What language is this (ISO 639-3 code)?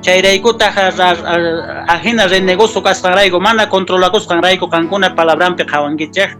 que